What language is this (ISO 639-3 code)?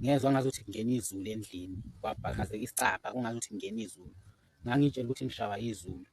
zul